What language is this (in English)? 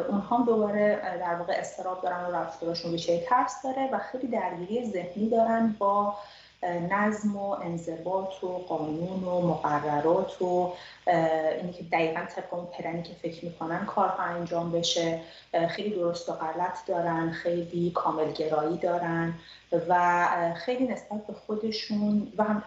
Persian